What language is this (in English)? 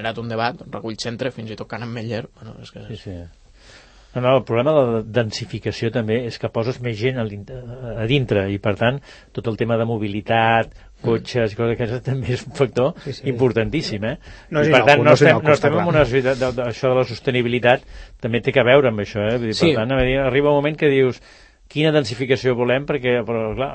Catalan